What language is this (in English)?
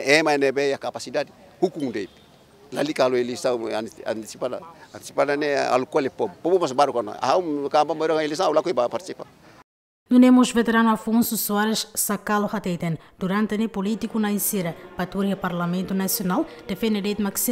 Tetum